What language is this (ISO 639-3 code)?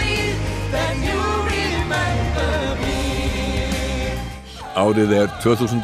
isl